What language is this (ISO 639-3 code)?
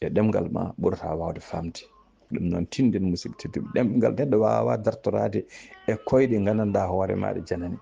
ful